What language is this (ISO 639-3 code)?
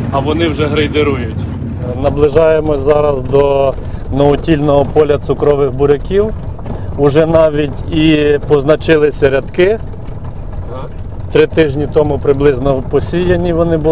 ukr